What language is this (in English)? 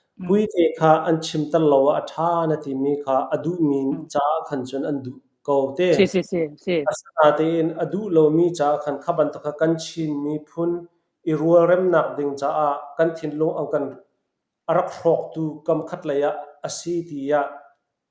Falam Chin